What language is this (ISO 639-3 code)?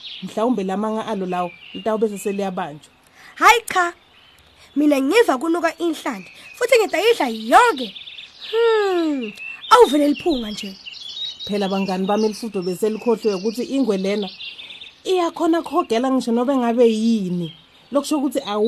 ssw